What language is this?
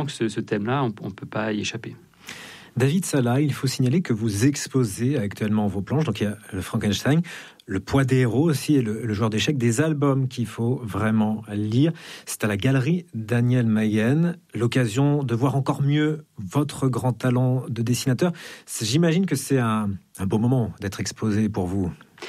French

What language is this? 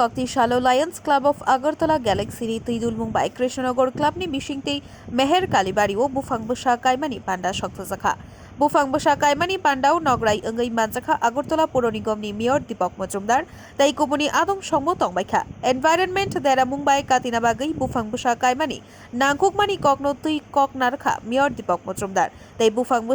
Kok Borok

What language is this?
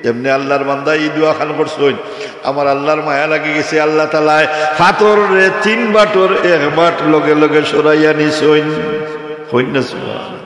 Sylheti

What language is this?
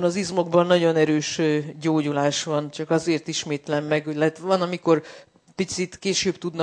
Hungarian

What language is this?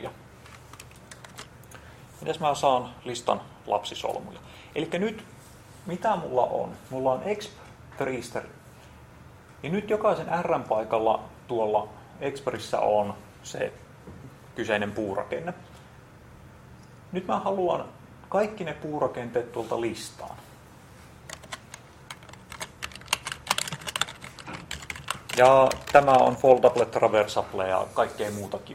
Finnish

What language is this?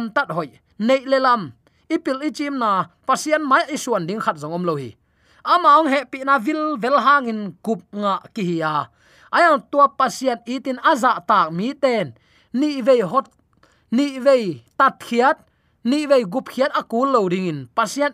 Tedim Chin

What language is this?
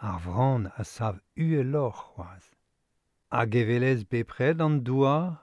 Breton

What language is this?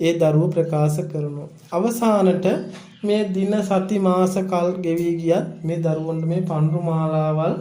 Sinhala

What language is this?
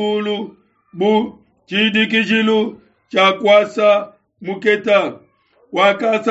Luba-Lulua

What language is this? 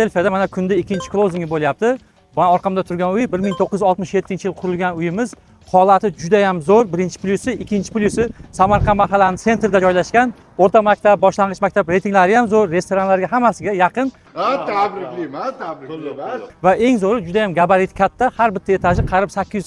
Uzbek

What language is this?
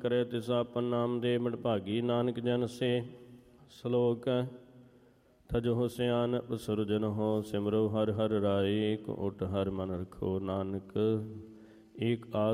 Punjabi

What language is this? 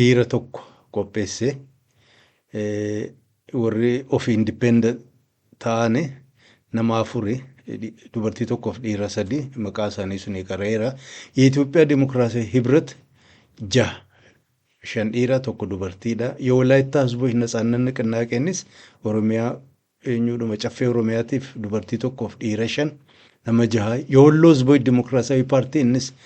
Oromo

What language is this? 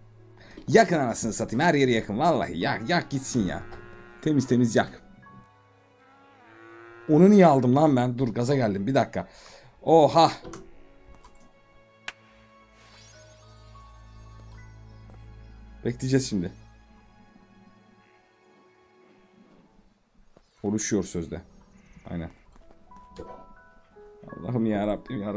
Turkish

